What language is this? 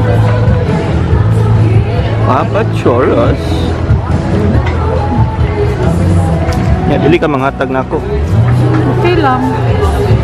Filipino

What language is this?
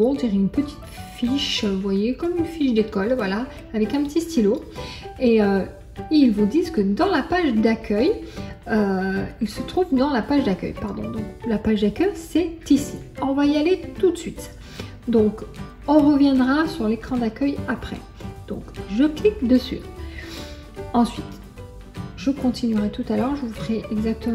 French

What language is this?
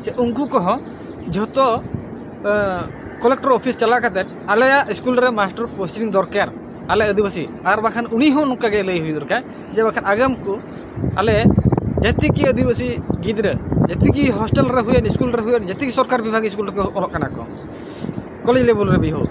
Santali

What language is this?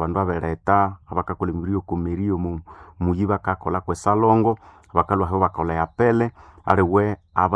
Nande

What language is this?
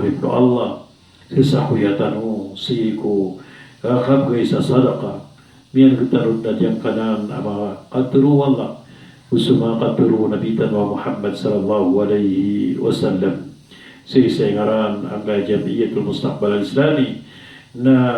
Maranao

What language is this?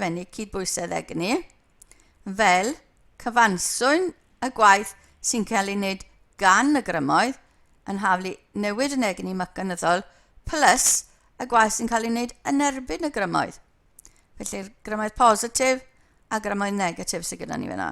Welsh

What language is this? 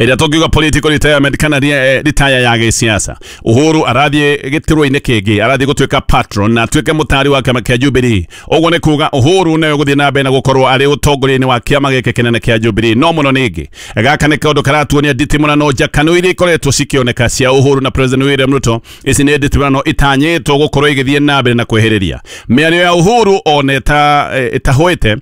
Kikuyu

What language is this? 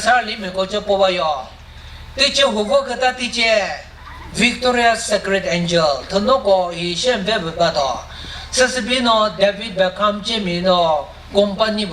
Chokri Naga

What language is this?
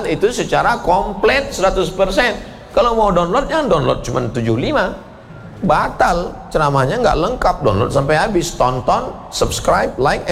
Indonesian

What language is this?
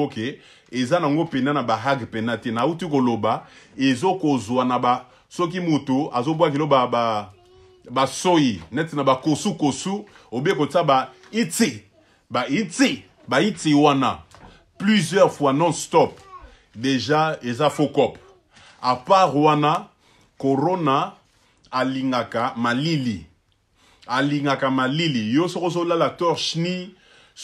Lingala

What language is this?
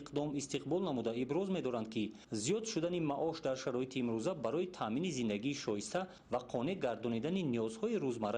Tajik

